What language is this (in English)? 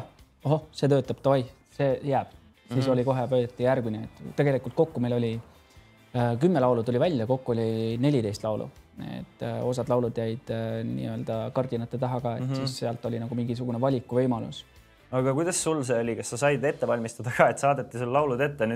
Estonian